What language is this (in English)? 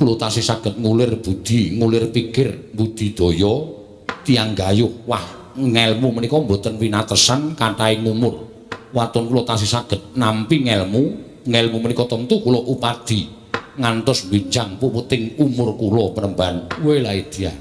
Javanese